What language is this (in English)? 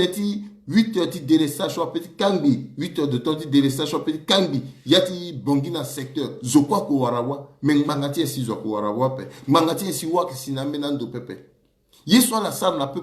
Sango